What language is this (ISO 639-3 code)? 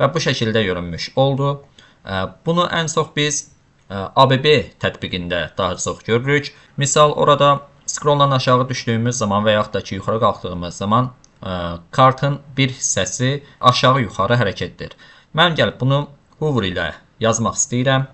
aze